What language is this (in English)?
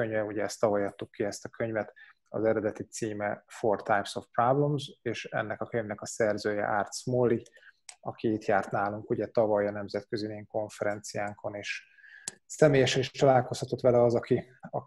Hungarian